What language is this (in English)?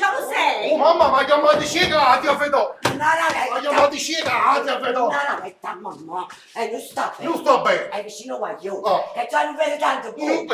Neapolitan